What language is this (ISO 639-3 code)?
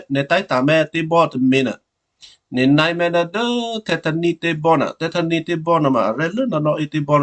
kyu